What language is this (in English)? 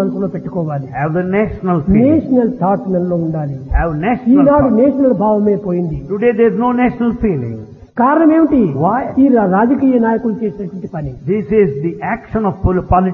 Telugu